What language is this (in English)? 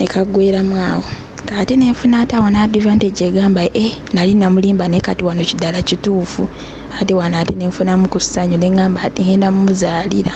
Ganda